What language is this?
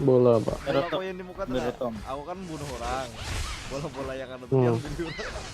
Banjar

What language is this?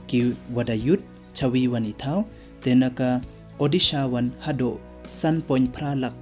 Pnar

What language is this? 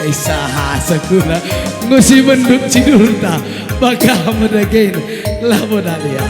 Batak Karo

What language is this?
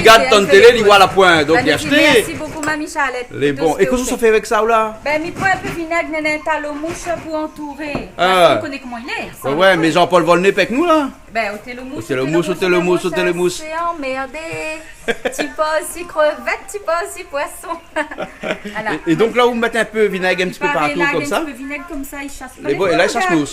Réunion Creole French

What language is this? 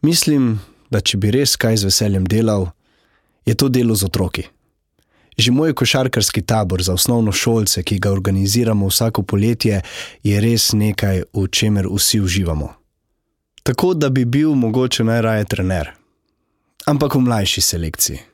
Slovenian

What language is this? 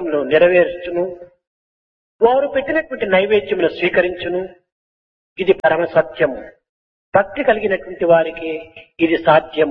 Telugu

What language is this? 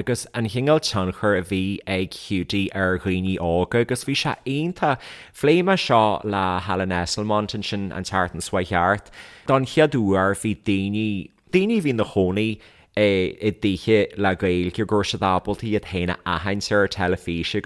Irish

